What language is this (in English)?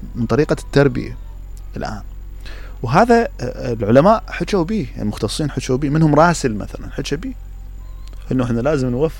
Mesopotamian Arabic